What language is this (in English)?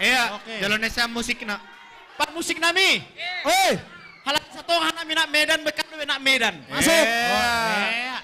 Batak Simalungun